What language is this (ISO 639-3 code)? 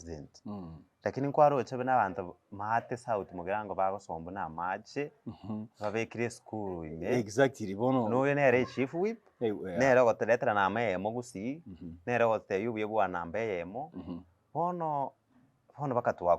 guz